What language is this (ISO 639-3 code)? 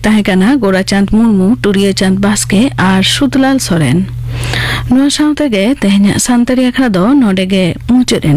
sat